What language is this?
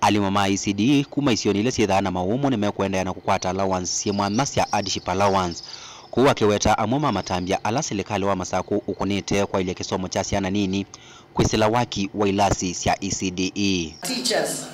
Kamba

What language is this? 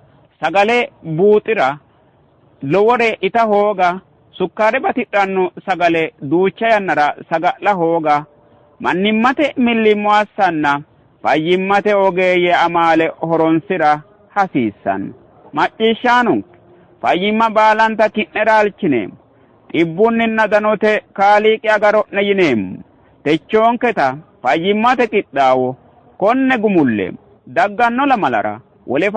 Sidamo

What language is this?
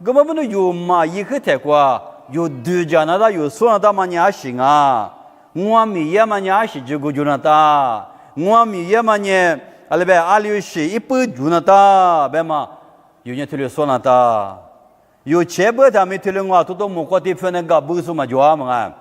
Lisu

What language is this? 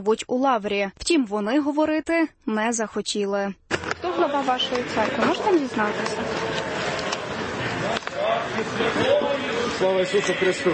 Ukrainian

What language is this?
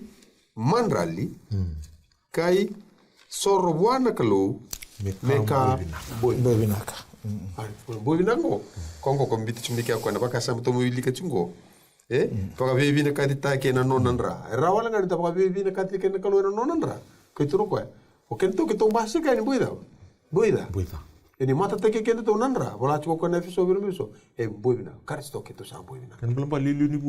Fijian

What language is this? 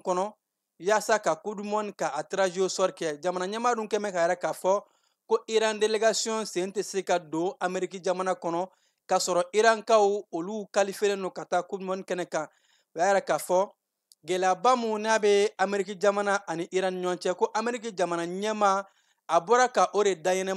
Bambara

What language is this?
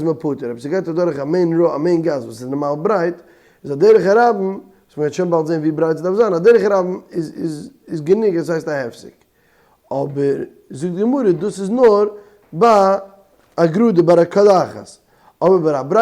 Yiddish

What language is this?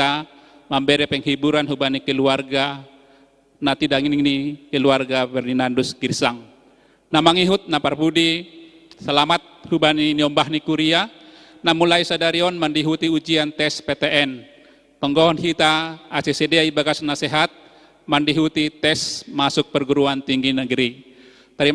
Batak Simalungun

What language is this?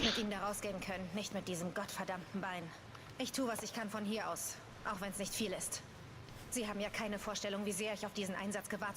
Swiss German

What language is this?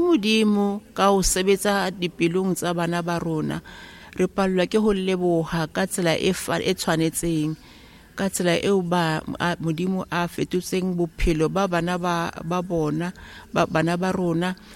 Southern Sotho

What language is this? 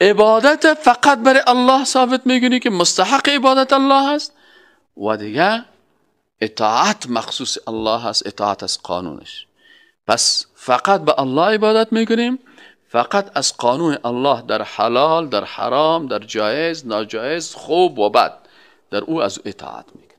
Persian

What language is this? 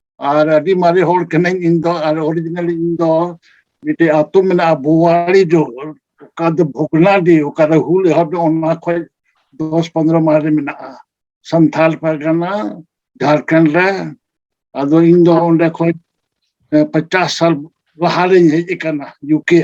Santali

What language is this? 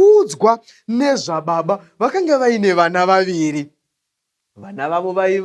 Shona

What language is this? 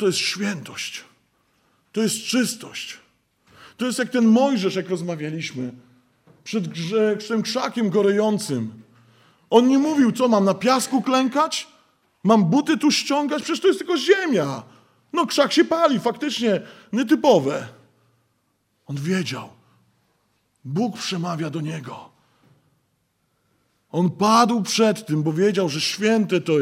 Polish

